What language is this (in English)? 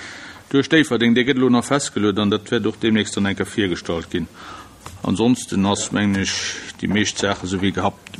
Luxembourgish